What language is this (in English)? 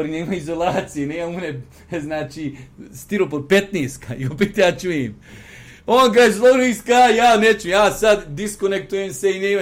Bosnian